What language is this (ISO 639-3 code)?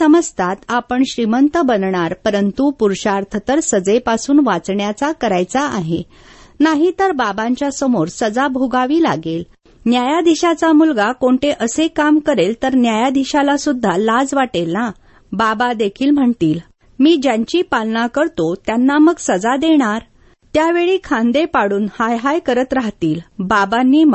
mar